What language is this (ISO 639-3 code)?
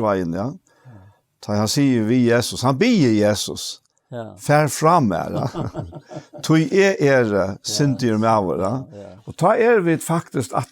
fao